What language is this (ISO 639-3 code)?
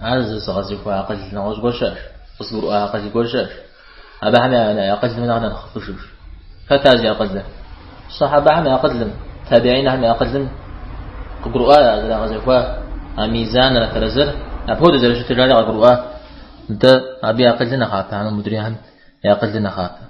kbd